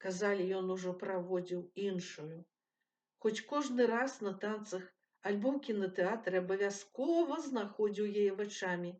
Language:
Belarusian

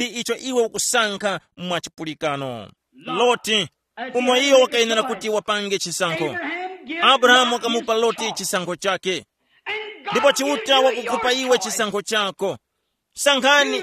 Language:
Tumbuka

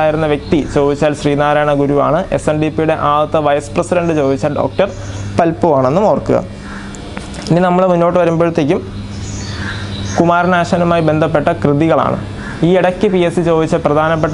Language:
Malayalam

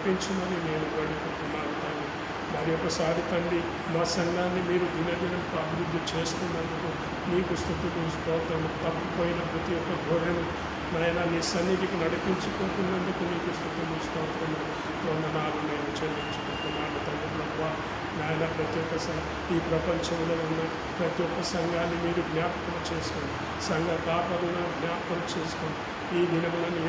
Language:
Telugu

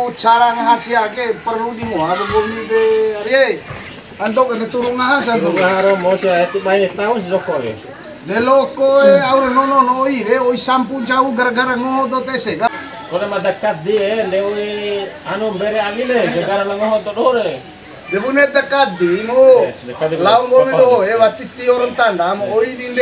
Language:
Bima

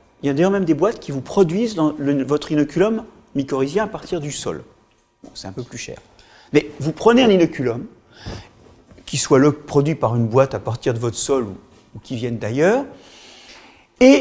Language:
French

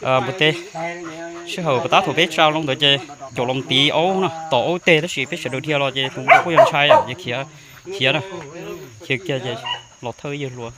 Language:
Hmong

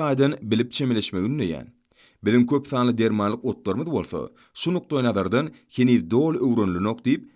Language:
Turkmen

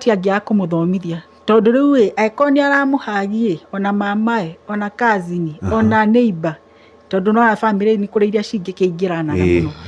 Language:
Kikuyu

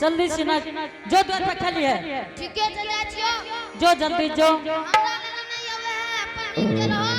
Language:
Angika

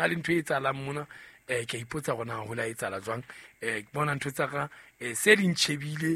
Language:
Southern Sotho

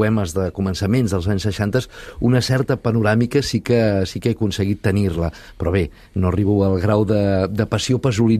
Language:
Catalan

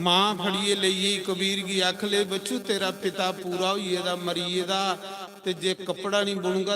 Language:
Dogri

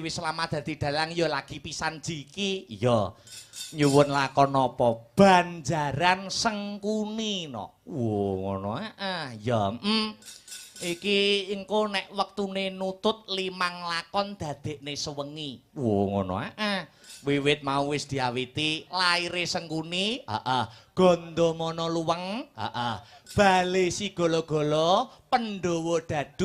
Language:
Javanese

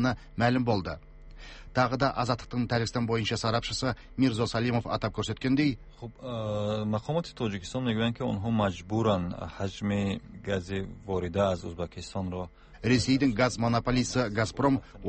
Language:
Kazakh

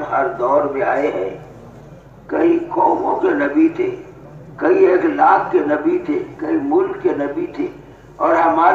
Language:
Urdu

